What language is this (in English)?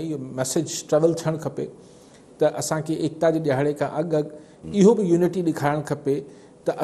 Sindhi